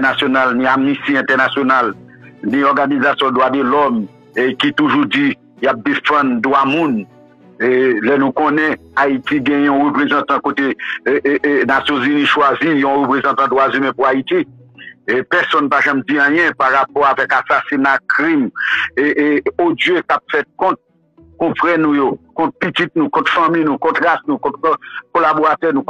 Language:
Haitian Creole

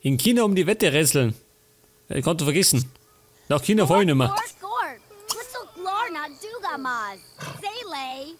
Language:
Bavarian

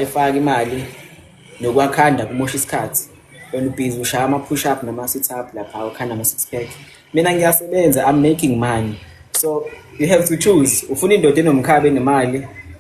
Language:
Zulu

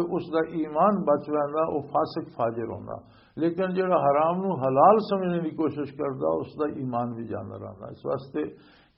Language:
Western Panjabi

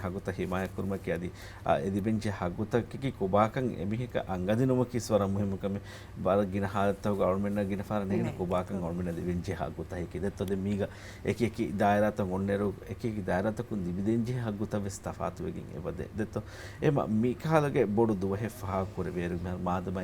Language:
Divehi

